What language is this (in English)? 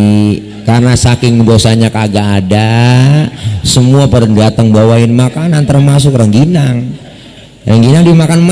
Betawi